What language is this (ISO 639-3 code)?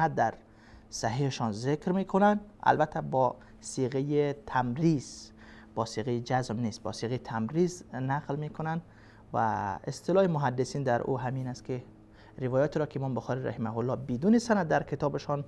fas